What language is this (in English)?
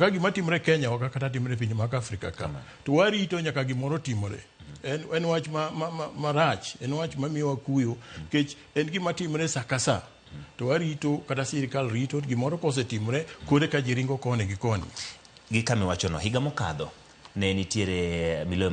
Luo (Kenya and Tanzania)